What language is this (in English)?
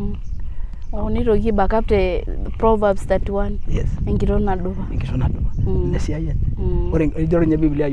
Masai